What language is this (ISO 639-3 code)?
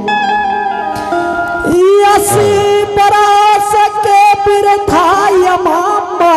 anp